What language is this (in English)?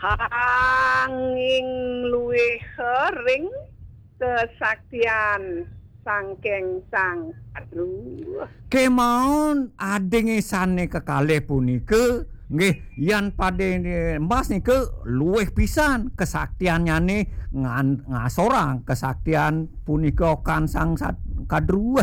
Balinese